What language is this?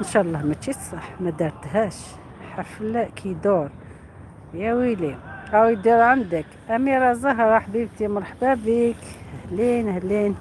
Algerian Arabic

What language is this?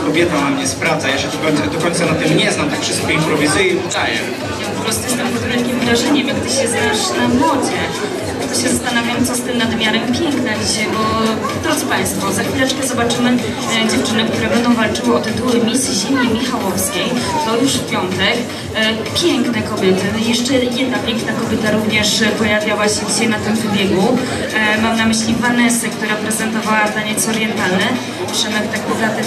Polish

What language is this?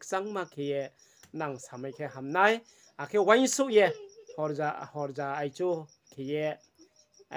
Riang (India)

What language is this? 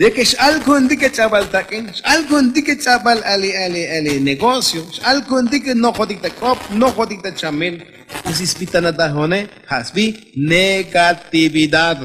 Tzotzil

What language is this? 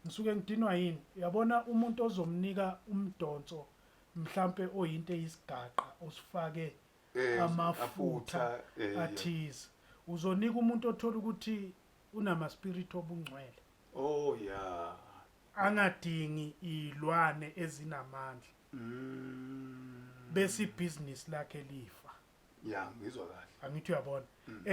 Zulu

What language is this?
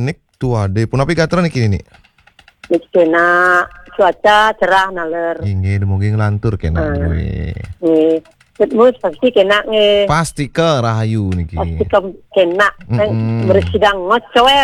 Balinese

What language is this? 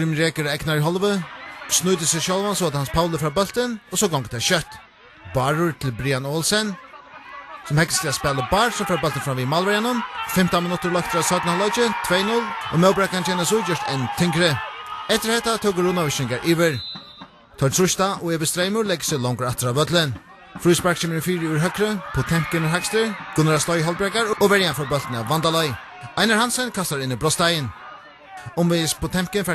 Faroese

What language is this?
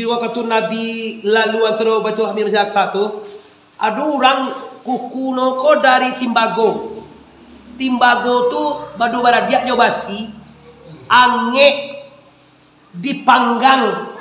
Minangkabau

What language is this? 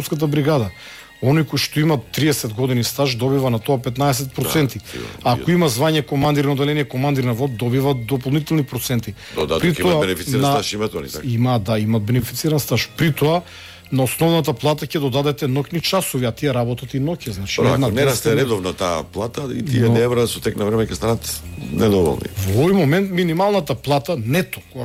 Macedonian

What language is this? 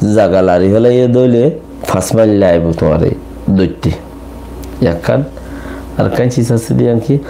Rohingya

